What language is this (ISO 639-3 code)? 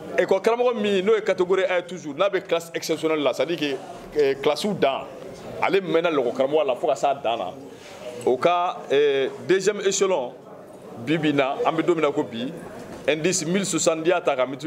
bam